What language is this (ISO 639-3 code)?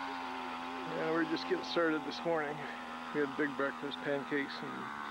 eng